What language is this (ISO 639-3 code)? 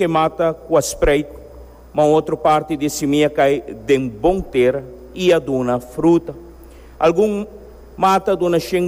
pap